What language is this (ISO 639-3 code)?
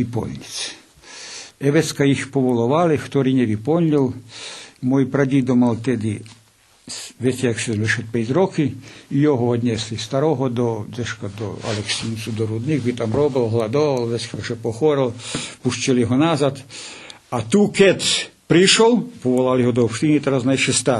rue